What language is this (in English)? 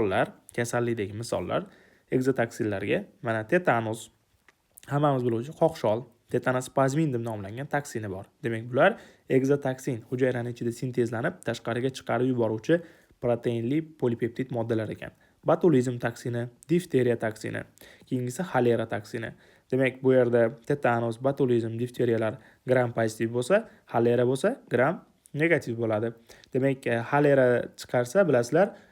Uzbek